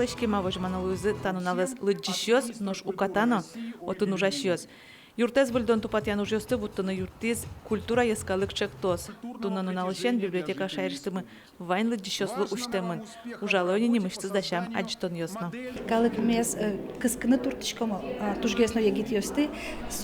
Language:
Udmurt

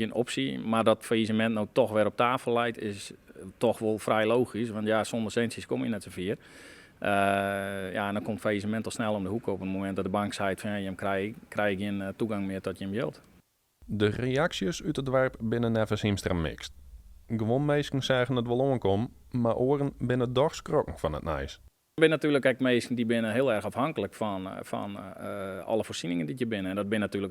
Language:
Western Frisian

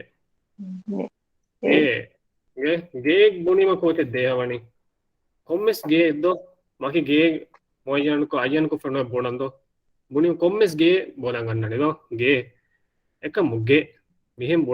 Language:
Divehi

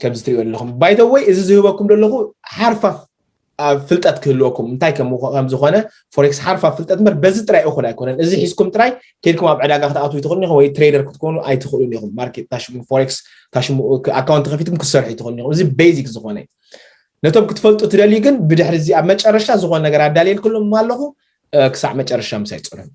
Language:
Tigrinya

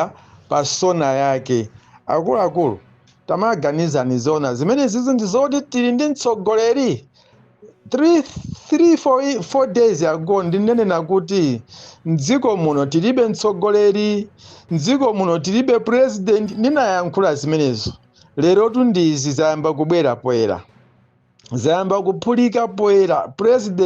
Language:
Nyanja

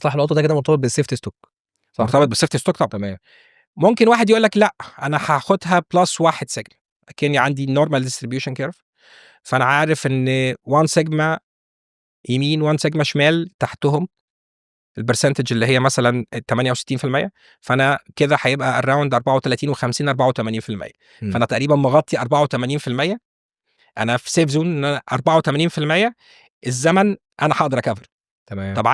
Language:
Egyptian Arabic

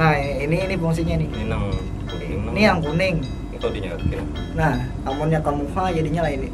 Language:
Banjar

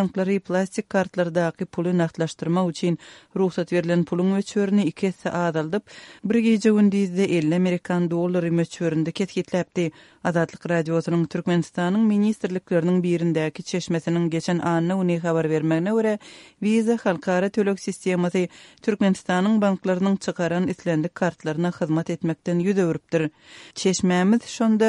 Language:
Turkmen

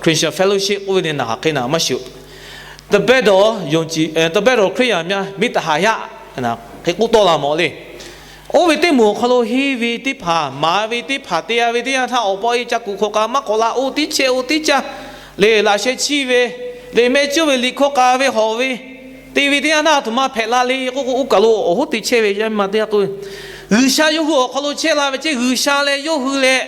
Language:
Lahu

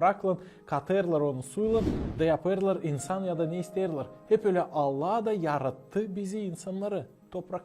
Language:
Gagauz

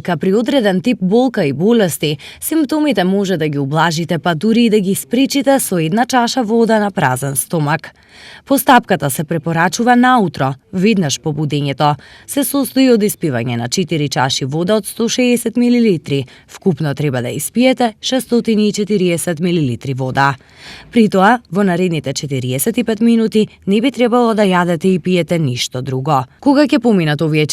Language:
Macedonian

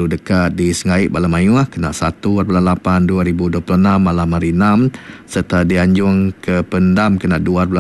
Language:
Iban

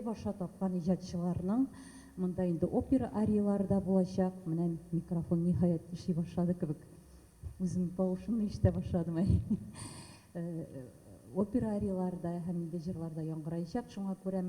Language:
Tatar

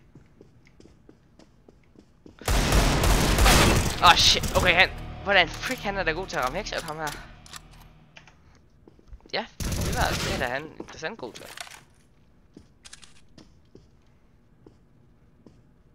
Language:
Danish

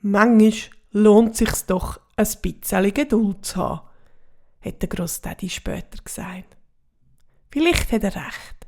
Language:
Swiss German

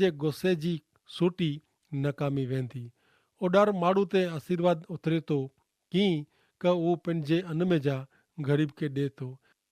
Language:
Kachhi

